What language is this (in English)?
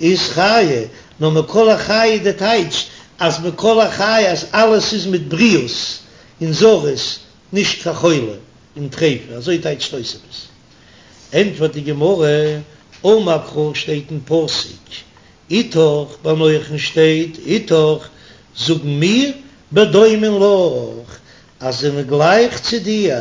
Yiddish